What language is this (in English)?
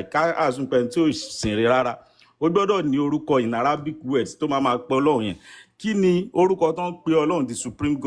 Yoruba